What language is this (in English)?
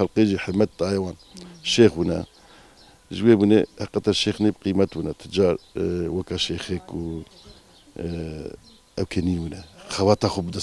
Kurdish